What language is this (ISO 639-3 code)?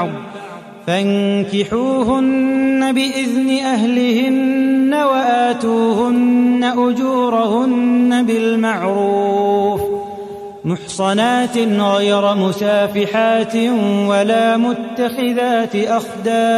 ara